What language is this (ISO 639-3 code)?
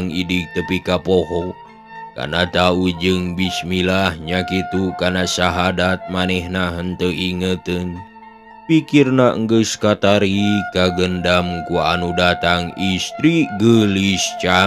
sun